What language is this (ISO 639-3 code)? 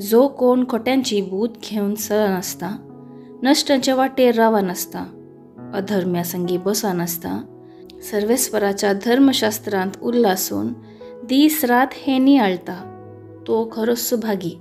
kok